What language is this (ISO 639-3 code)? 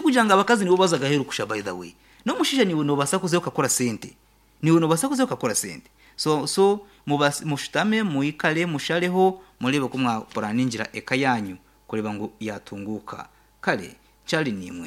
nyn